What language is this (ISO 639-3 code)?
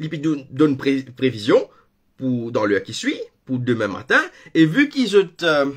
mfe